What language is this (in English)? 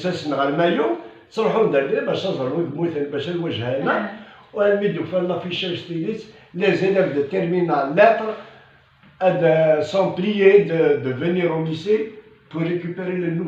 Kabyle